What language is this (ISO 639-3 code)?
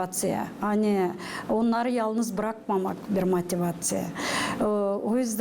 gag